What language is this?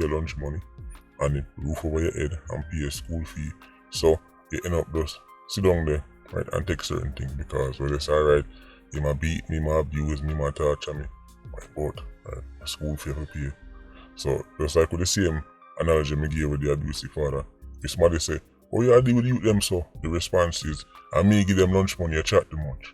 Jamaican Creole English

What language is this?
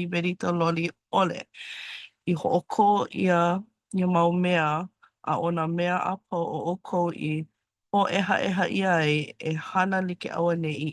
Hawaiian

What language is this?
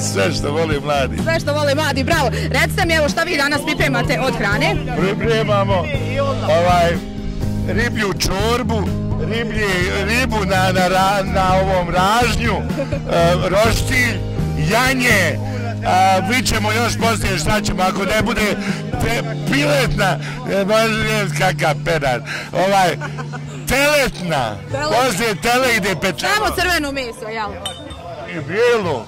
Bosnian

